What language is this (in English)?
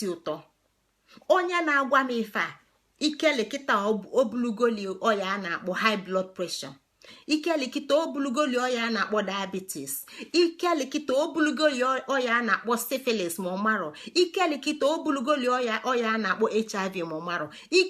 Igbo